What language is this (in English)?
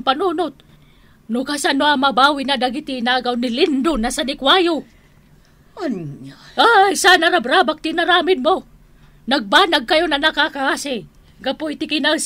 Iloko